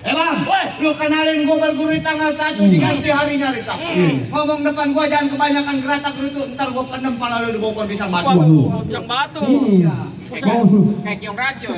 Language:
Betawi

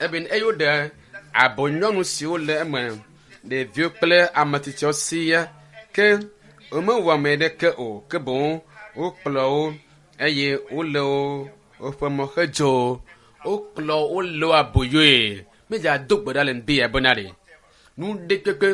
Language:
Ewe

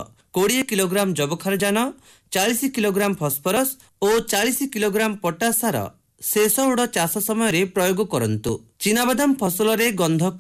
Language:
Odia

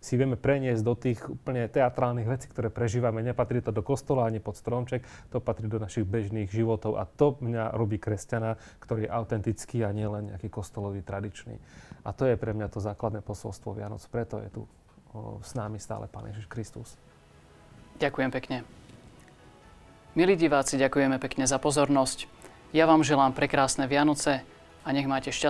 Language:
Slovak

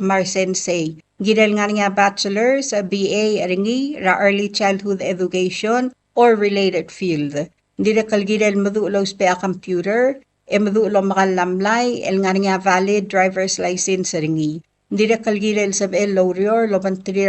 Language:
Palauan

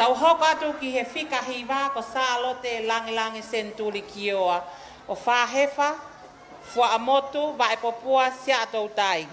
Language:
Tongan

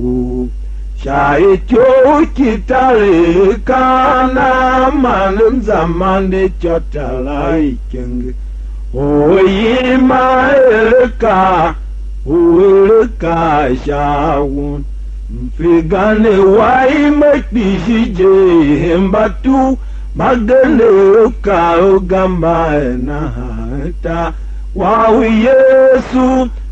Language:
Tiv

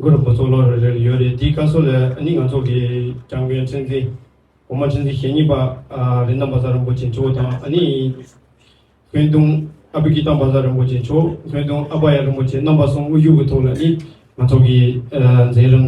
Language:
Tibetan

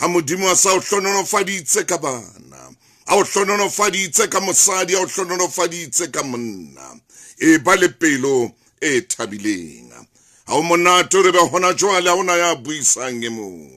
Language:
Southern Sotho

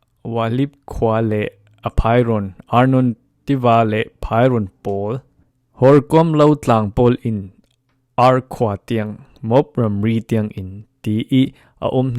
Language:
Falam Chin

